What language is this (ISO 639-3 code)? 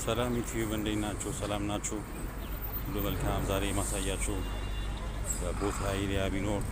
amh